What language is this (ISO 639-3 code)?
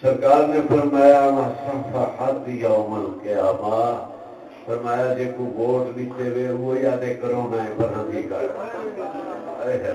skr